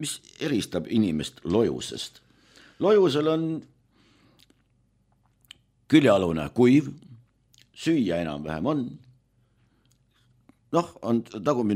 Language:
Estonian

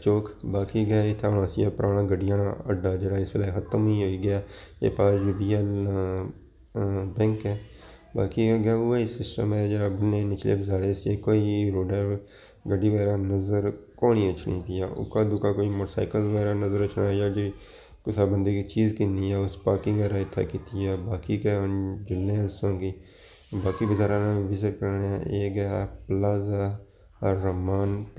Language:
Pahari-Potwari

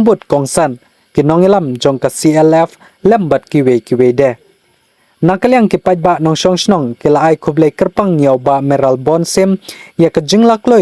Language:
Khasi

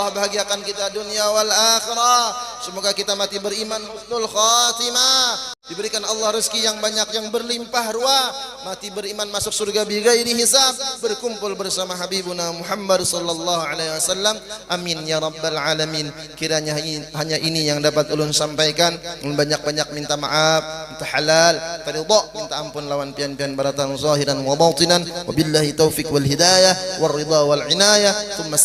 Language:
Banjar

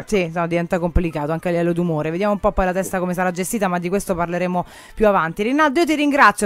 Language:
Italian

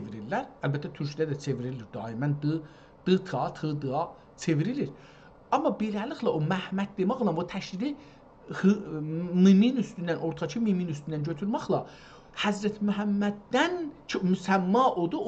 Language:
South Azerbaijani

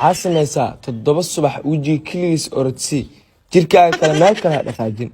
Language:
Somali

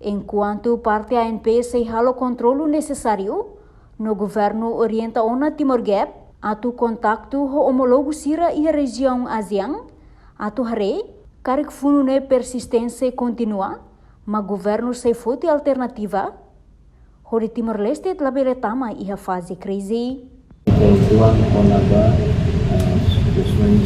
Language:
Tetum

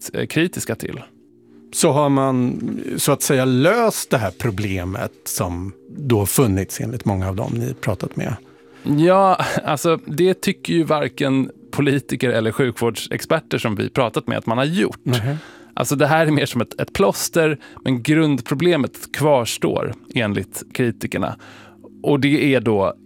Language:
Swedish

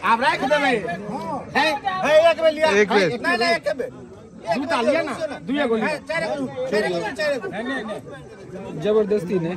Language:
Maithili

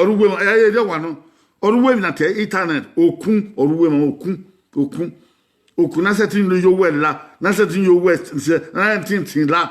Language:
Bini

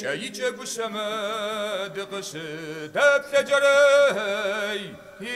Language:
Kabardian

